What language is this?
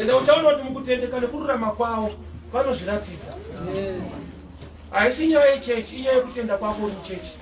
Shona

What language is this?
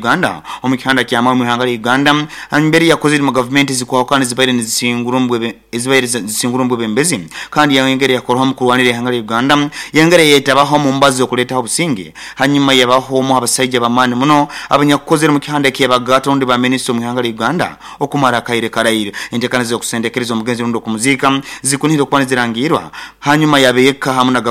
Nyoro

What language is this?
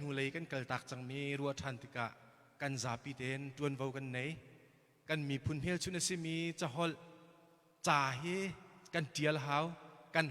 Hakha Chin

